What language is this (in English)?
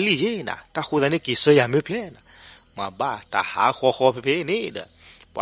S'gaw Karen